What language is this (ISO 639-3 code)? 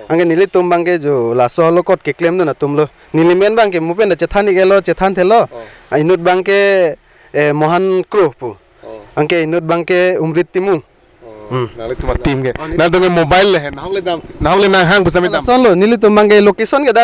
mjw